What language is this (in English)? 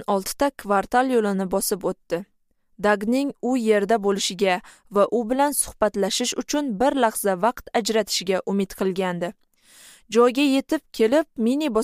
Uzbek